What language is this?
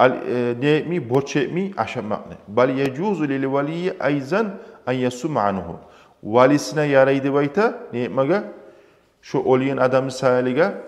Kumyk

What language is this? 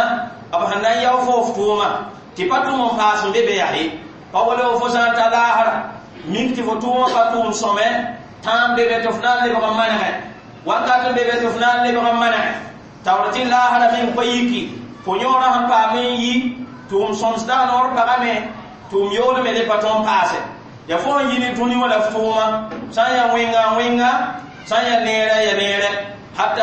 Mossi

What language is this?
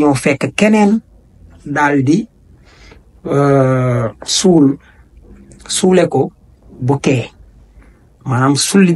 Wolof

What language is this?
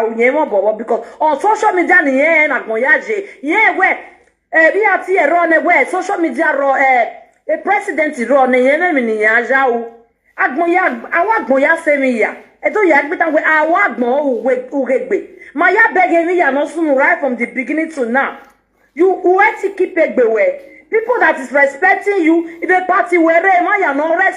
Nigerian Pidgin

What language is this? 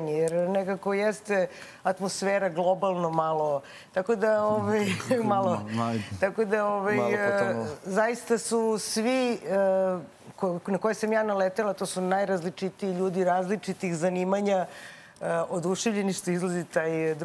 Serbian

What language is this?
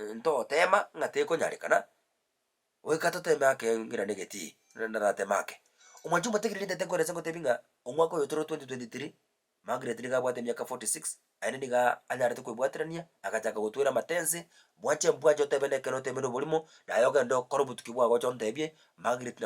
Gusii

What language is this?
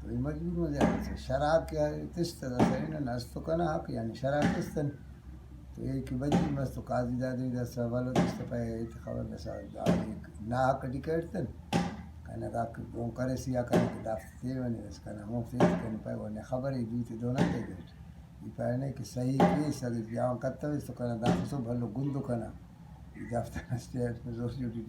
Brahui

